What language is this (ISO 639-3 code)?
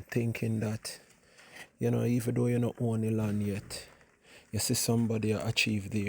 jam